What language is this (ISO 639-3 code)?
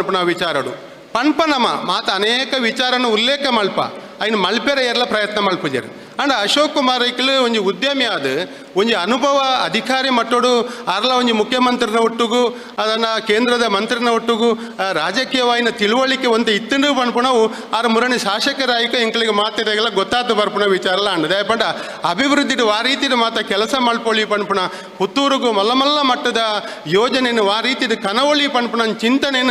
tcy